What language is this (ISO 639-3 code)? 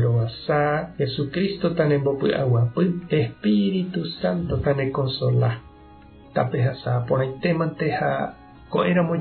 grn